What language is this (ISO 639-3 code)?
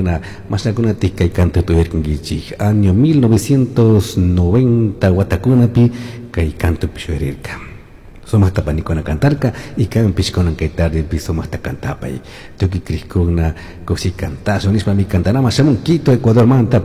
qug